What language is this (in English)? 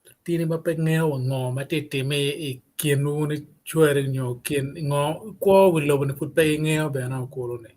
Acoli